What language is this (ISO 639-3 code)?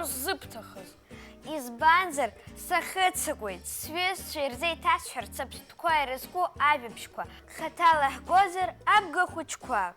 abk